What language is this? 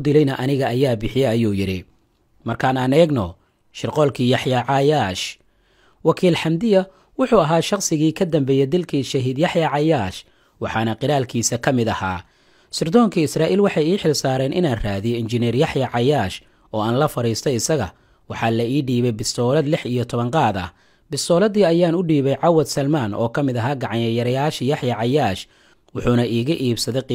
Somali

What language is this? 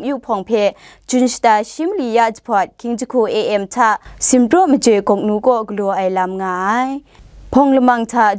Kachin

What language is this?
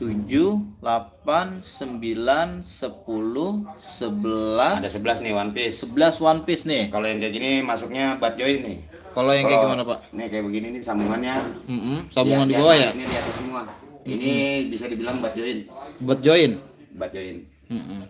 Indonesian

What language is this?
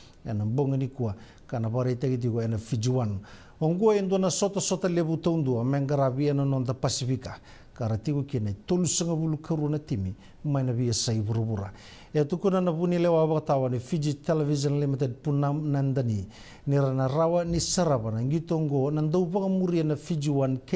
Fijian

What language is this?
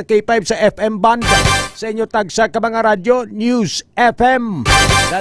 Hiligaynon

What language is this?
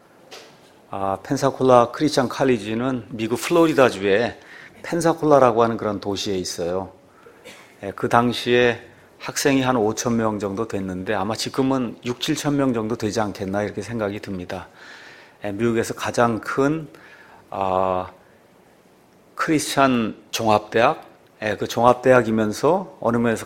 Korean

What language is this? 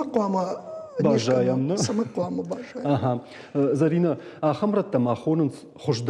Ossetic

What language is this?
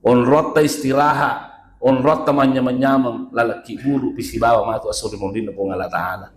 Buginese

